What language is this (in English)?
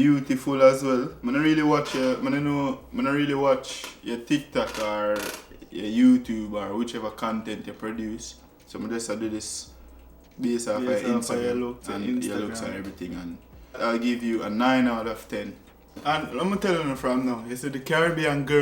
Jamaican Creole English